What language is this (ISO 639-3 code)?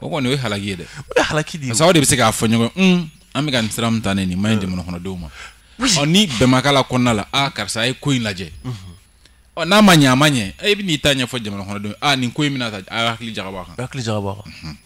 bam